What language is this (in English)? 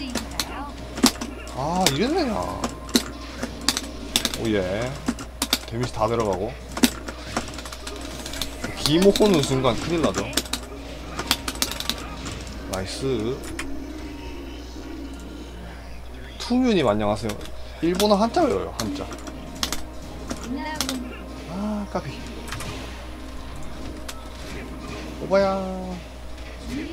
Korean